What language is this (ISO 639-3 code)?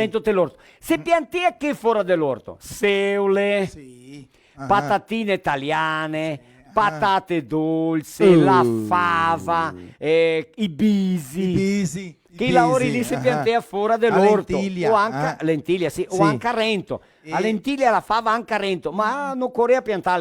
vec